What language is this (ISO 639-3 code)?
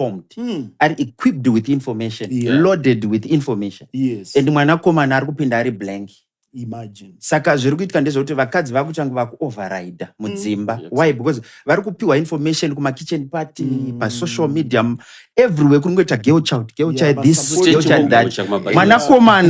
sna